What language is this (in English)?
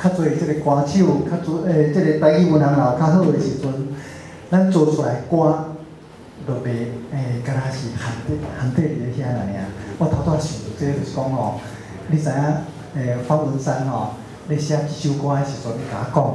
Min Nan Chinese